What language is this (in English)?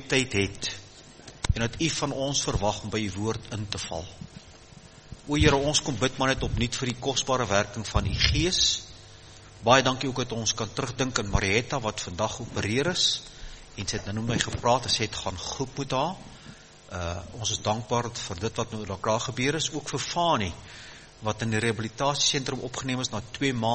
Afrikaans